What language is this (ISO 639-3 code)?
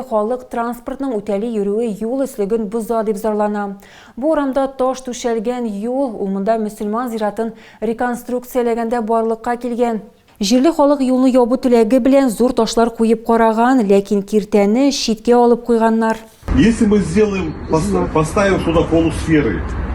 tat